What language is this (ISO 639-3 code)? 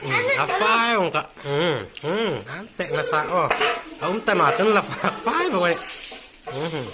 hmr